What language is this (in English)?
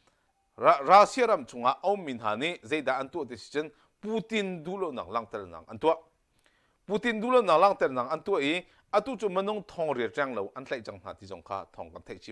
Hakha Chin